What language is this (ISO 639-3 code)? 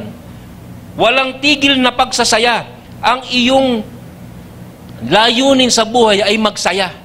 fil